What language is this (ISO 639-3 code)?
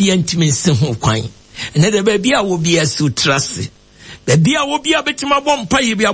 aka